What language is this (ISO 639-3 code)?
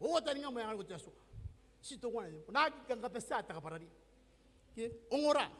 gil